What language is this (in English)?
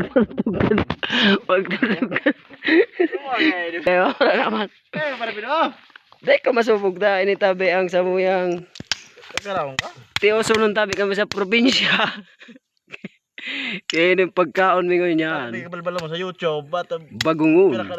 Bikol